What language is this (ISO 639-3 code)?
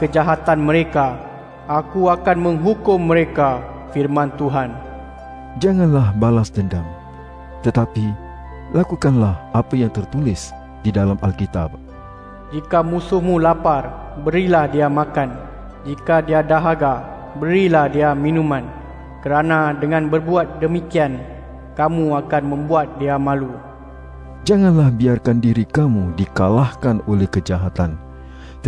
msa